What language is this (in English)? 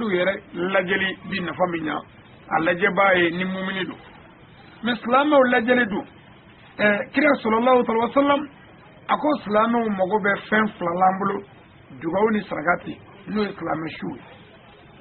Bambara